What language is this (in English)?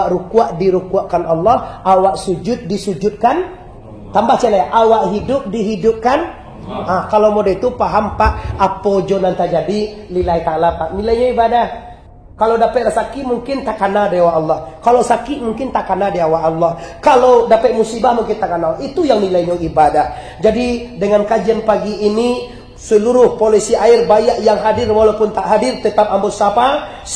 Minangkabau